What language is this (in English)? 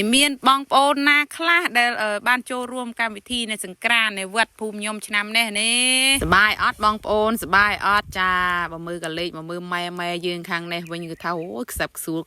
Khmer